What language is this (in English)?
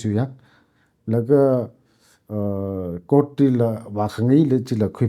Tangkhul Naga (India)